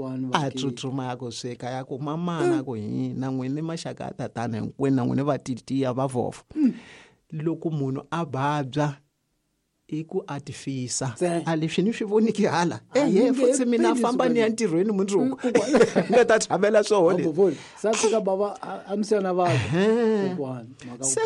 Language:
Tsonga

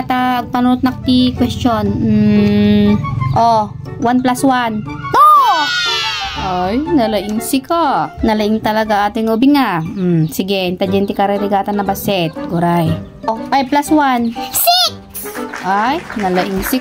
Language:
Iloko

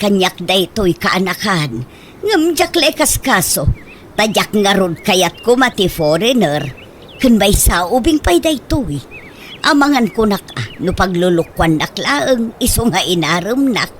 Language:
Iloko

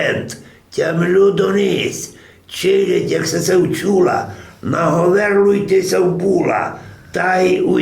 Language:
Rusyn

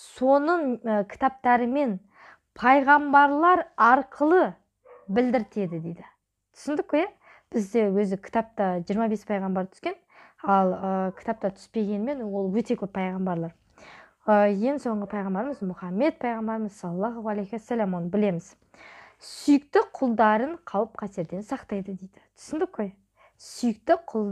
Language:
Kazakh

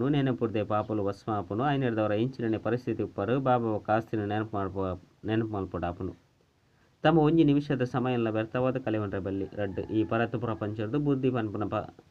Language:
Tulu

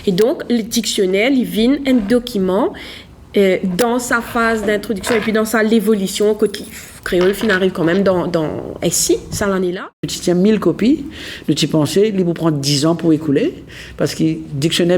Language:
Morisyen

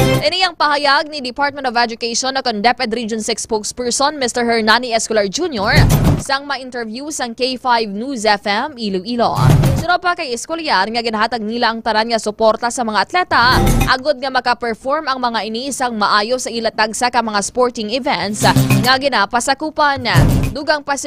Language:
Hiligaynon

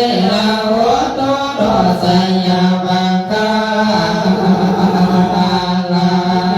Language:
Pali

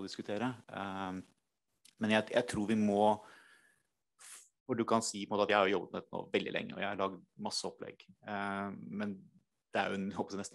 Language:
Norwegian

